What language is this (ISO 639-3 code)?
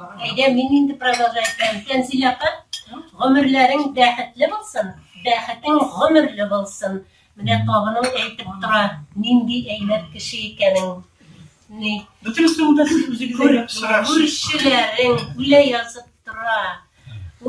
tat